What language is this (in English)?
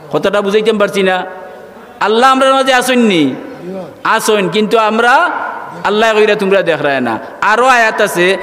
Sylheti